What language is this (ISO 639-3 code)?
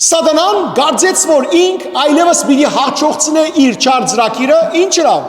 hyw